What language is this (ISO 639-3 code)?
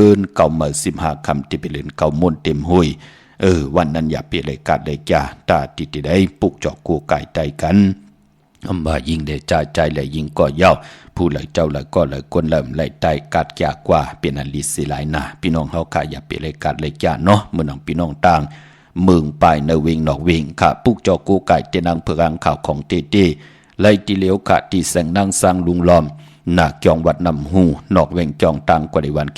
shn